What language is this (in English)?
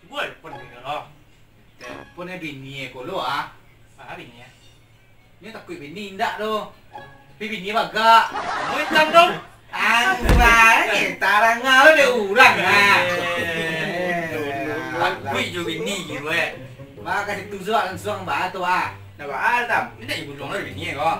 Minangkabau